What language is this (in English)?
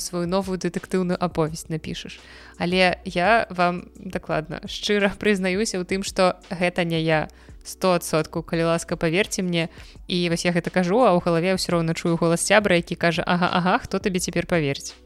Belarusian